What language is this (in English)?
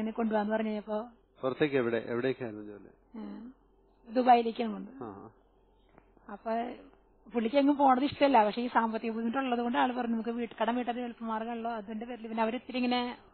Malayalam